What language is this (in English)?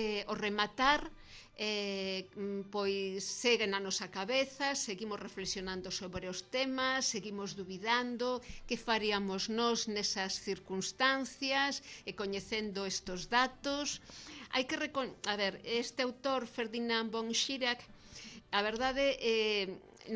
Galician